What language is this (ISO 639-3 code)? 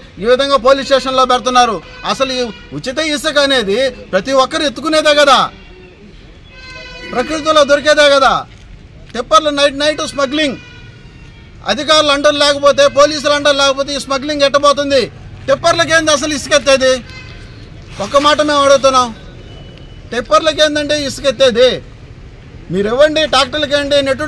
tel